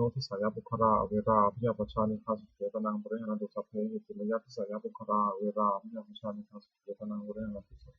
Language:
Pali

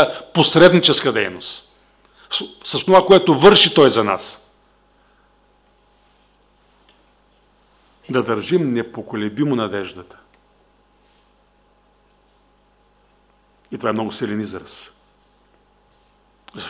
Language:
Bulgarian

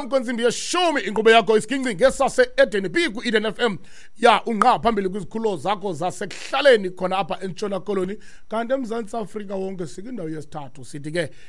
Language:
Xhosa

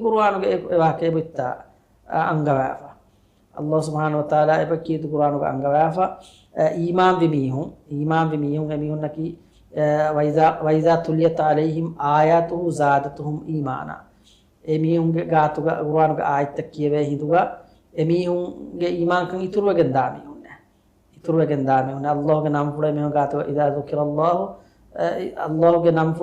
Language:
Divehi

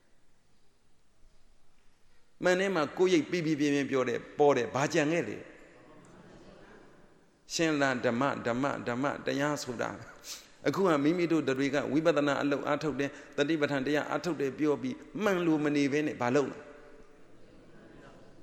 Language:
Burmese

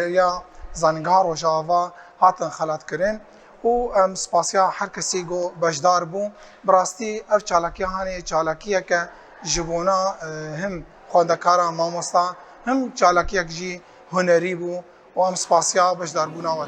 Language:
Kurdish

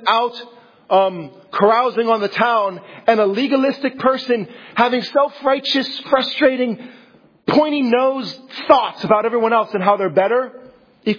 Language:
English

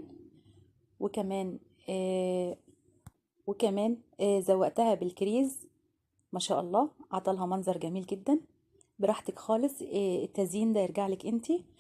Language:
Egyptian Arabic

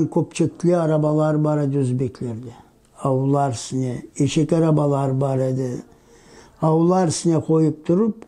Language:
Crimean Tatar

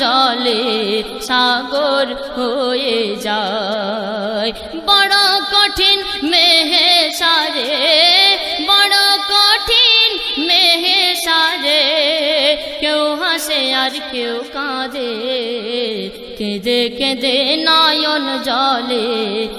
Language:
Bangla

